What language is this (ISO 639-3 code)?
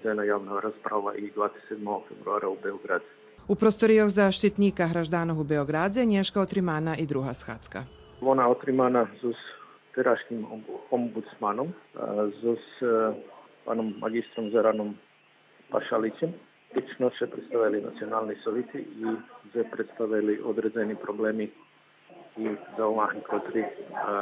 rue